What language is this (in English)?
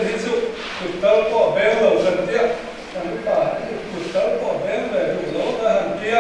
Mizo